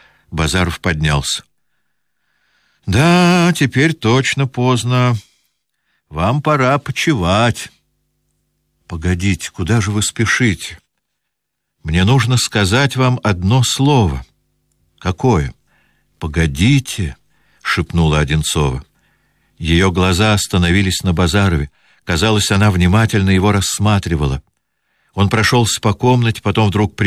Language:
Russian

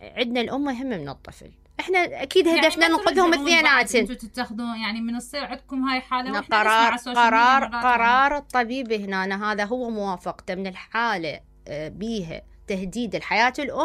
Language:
Mesopotamian Arabic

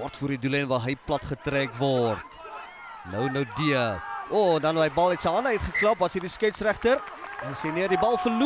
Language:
Afrikaans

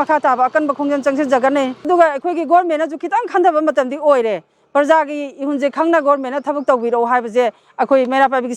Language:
Manipuri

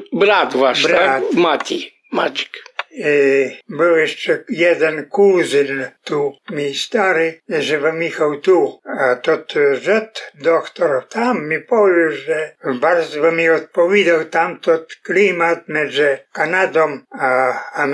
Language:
Rusyn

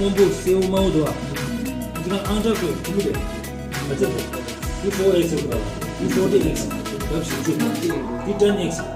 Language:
Tibetan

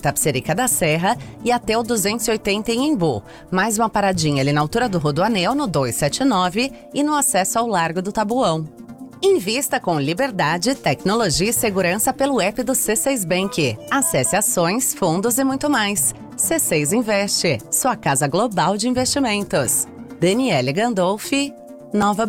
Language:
Portuguese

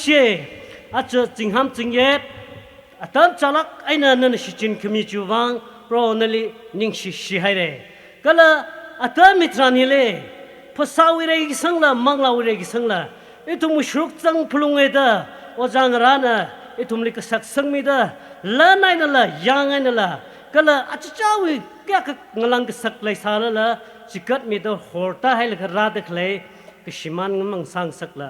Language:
Tangkhul Naga (India)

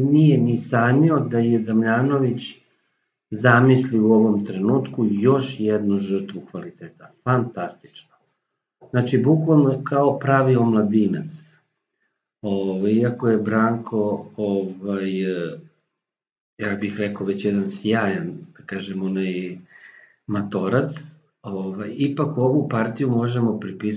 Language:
Serbian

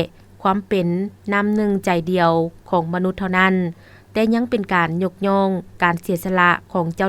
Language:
Lao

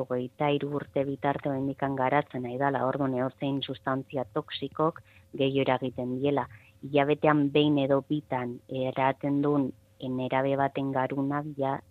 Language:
Basque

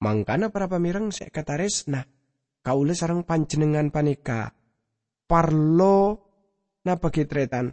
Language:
Madurese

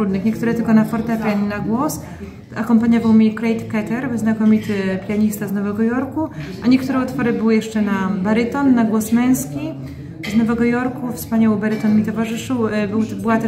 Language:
Polish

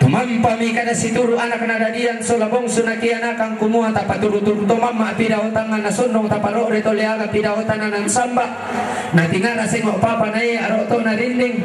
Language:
Toraja-Sa'dan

